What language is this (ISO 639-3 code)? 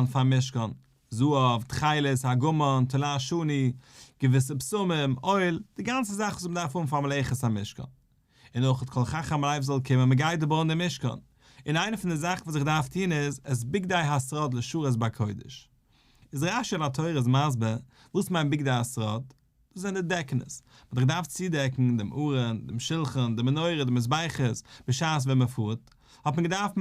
yid